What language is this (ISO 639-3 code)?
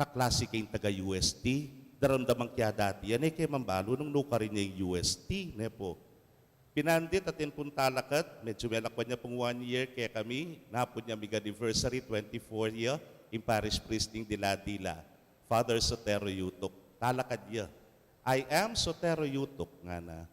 pam